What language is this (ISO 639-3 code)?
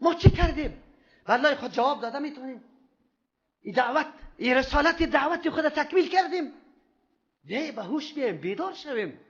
fas